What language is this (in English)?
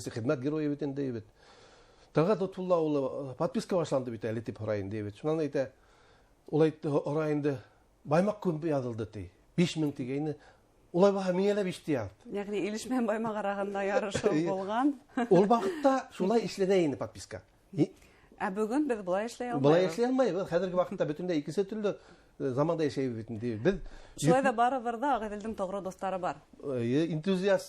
Bashkir